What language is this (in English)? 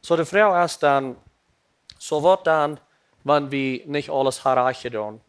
Plautdietsch